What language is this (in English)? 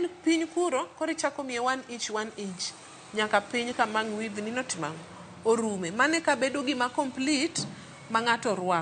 Luo (Kenya and Tanzania)